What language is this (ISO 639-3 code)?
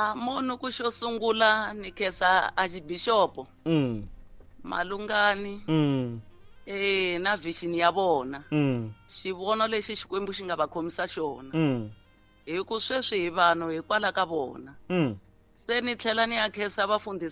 tso